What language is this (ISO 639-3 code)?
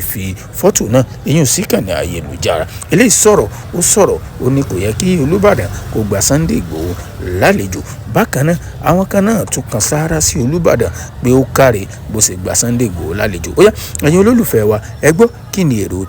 yor